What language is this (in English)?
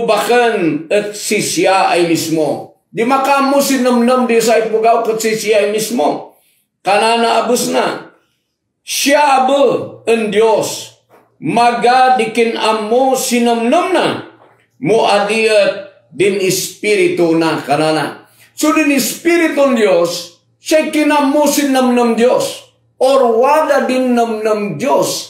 Kankanaey